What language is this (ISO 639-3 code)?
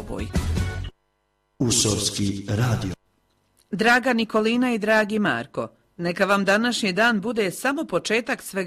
hrv